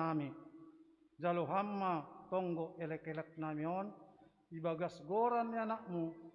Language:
Batak Simalungun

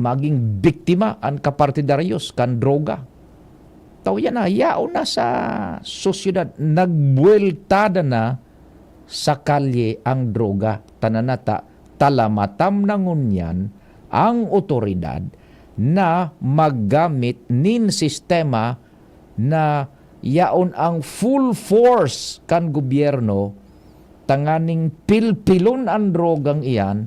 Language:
Bikol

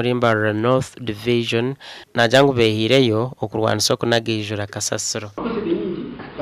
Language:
Nyankole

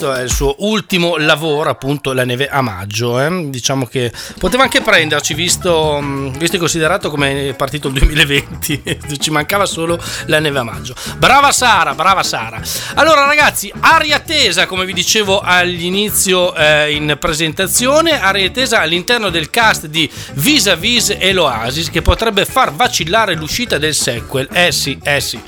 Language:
Italian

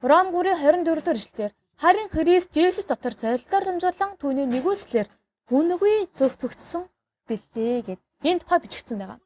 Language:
Mongolian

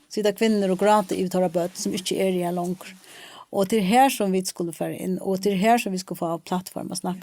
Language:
Faroese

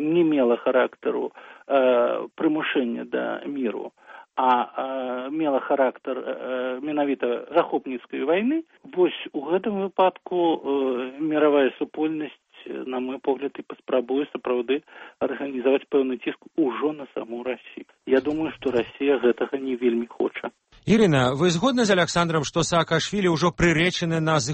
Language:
Belarusian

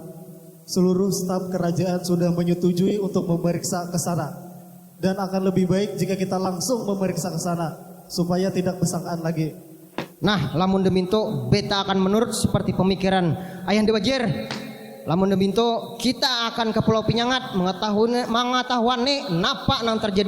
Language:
Banjar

